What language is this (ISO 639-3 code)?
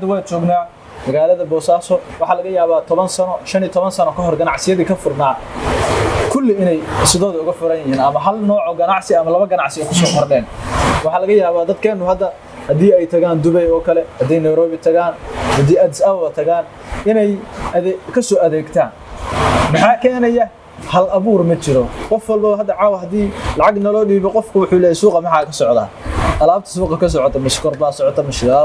som